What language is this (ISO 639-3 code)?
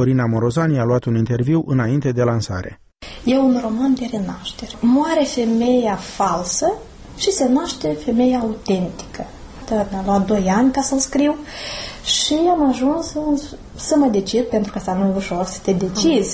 ron